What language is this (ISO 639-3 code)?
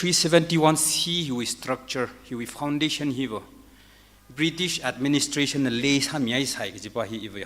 nmf